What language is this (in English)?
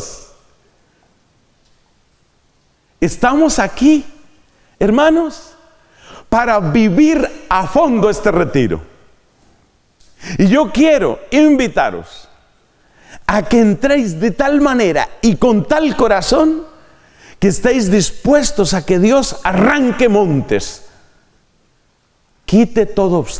Spanish